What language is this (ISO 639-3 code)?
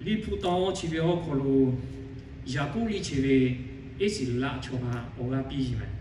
lhu